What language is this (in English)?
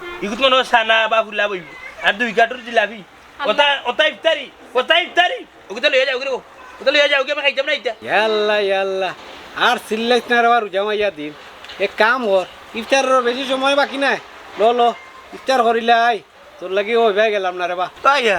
Sylheti